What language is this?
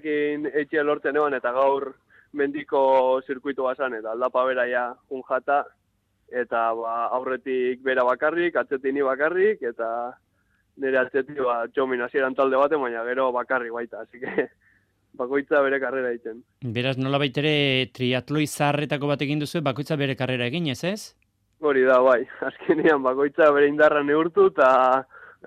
Basque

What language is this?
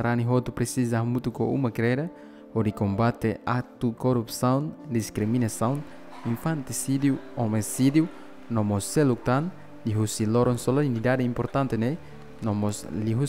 Tetum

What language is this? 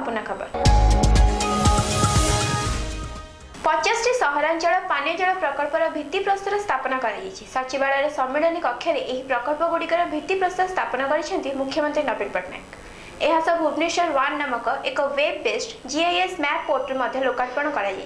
Odia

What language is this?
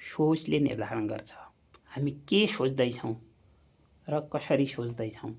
Nepali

